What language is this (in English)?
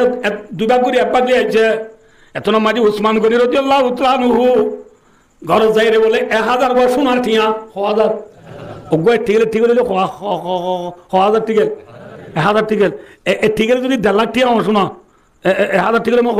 Rohingya